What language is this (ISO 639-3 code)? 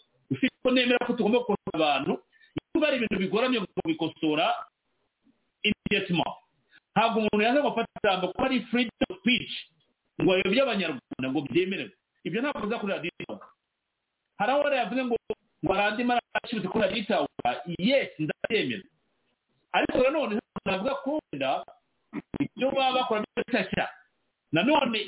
kin